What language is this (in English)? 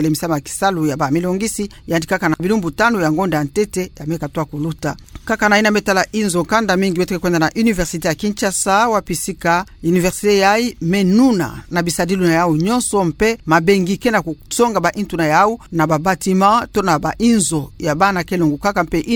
Kituba (Democratic Republic of Congo)